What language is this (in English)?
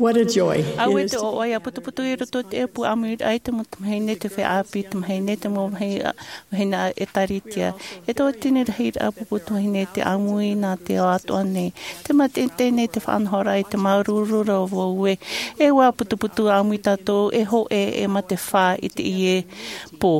Tahitian